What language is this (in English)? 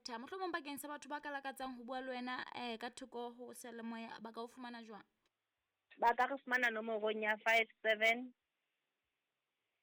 Southern Sotho